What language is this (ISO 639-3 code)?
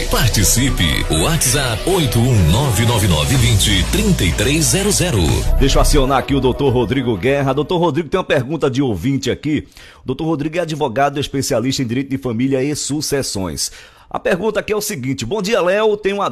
por